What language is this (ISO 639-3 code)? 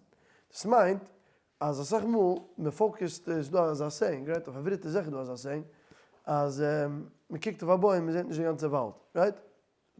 yid